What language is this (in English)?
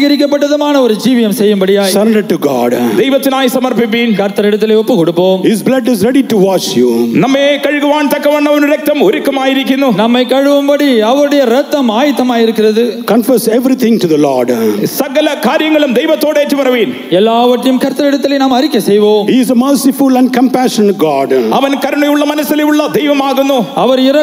Malayalam